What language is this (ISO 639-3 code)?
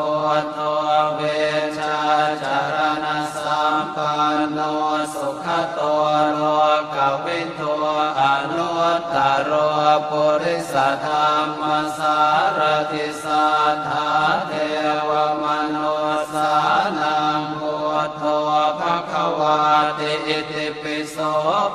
pli